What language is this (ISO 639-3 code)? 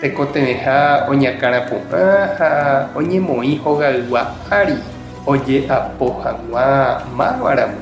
grn